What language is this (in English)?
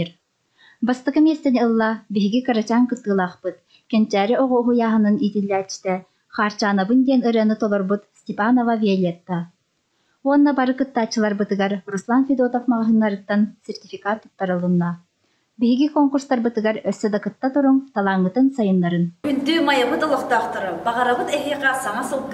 Yakut